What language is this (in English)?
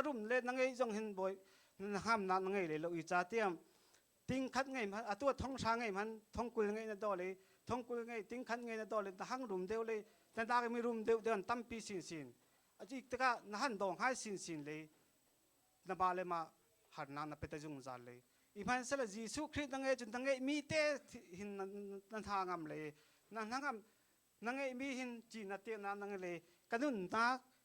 Hakha Chin